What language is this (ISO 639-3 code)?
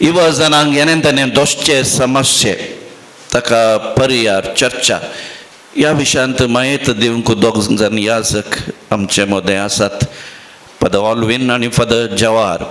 kok